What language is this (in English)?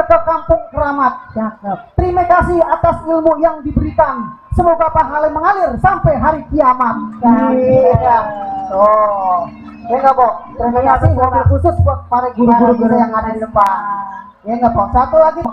Betawi